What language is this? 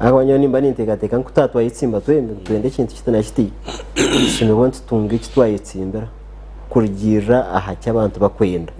Nyankole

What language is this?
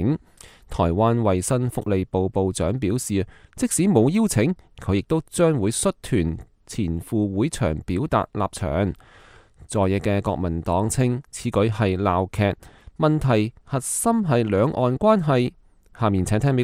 Cantonese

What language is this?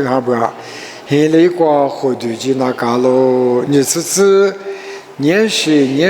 Lisu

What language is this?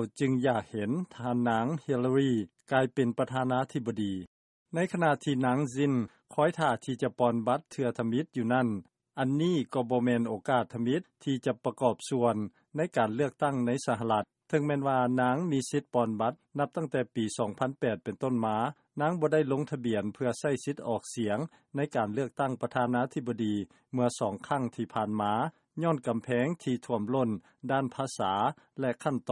Lao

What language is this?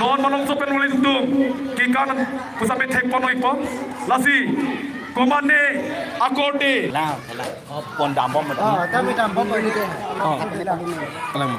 Karbi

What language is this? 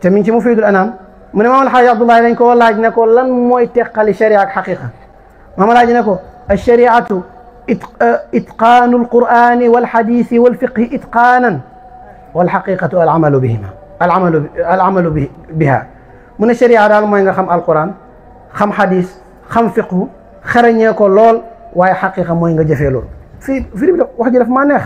Wolof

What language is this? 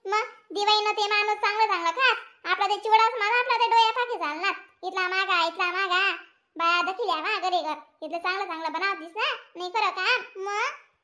Khandesi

